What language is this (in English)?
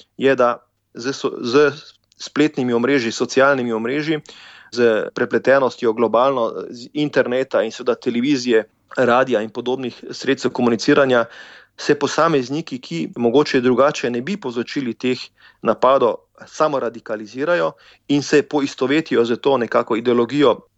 Slovenian